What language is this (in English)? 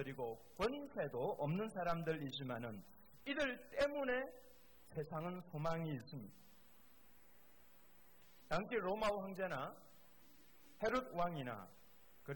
Korean